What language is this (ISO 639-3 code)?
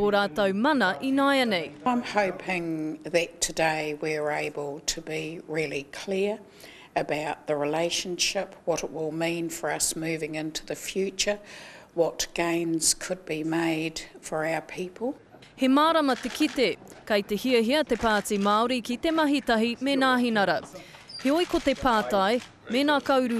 mri